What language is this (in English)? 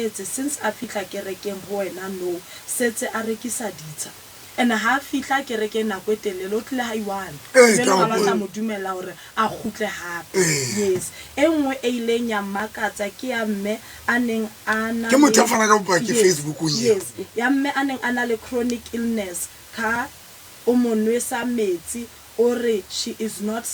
Southern Sotho